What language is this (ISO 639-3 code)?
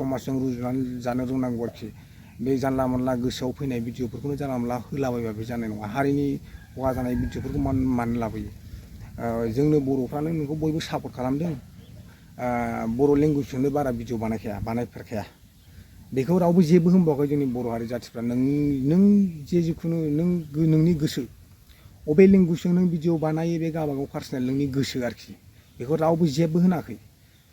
brx